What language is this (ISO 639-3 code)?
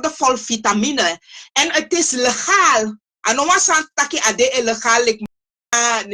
srn